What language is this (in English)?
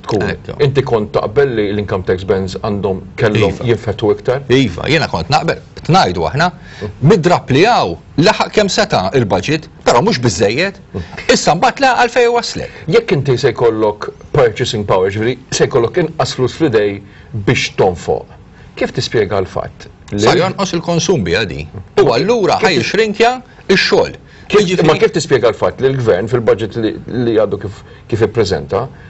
Maltese